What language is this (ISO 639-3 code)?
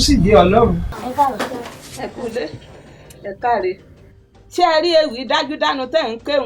yor